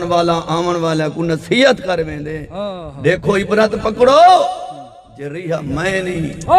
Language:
Saraiki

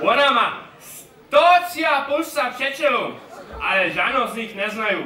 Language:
Upper Sorbian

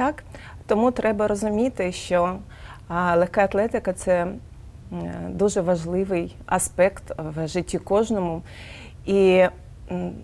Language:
Ukrainian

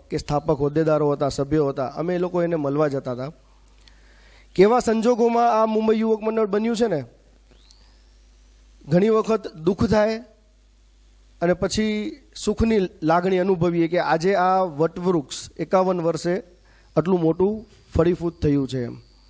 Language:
Gujarati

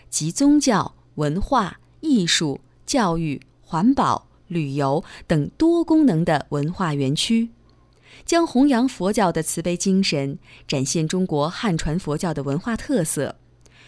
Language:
Chinese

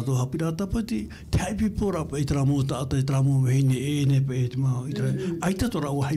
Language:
Tahitian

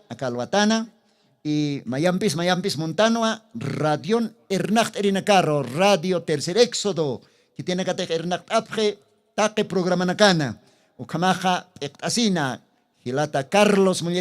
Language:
Aymara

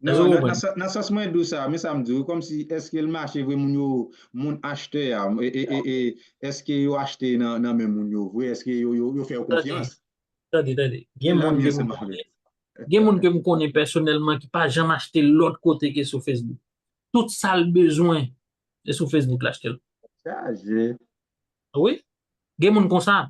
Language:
Haitian Creole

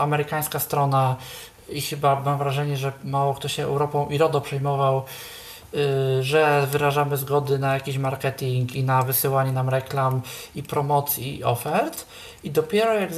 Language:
Polish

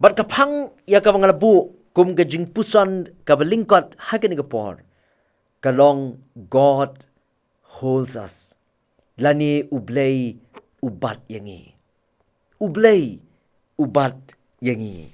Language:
Khasi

